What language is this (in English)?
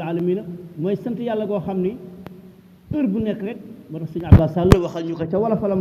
Wolof